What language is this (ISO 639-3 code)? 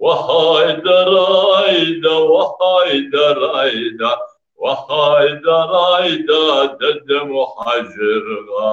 kbd